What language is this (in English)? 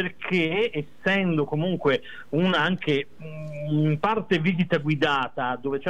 Italian